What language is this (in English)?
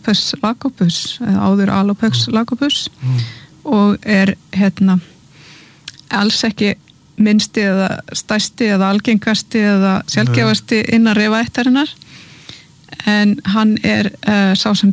Icelandic